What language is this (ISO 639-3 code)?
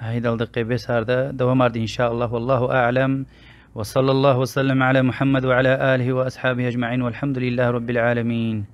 lez